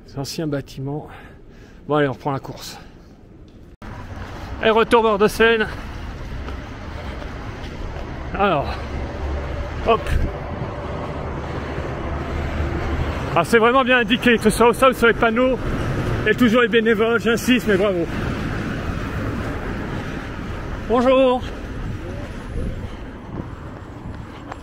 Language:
French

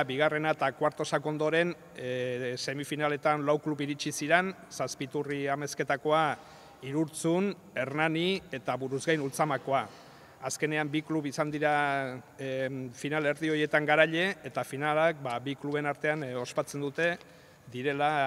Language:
Basque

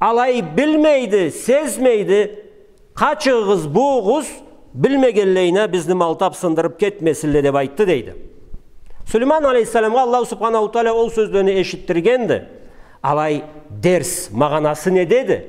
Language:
Karachay-Balkar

